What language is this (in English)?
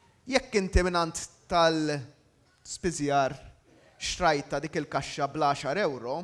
Maltese